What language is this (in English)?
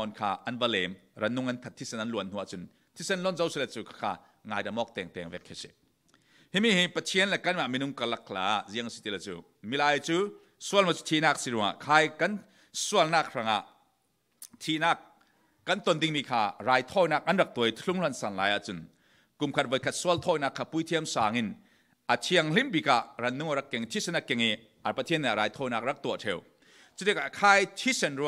Falam Chin